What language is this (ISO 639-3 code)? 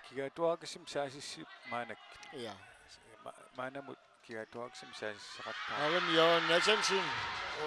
kal